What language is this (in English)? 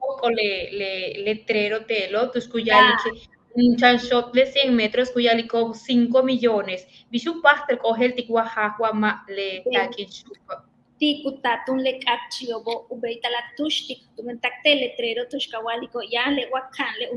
Yucateco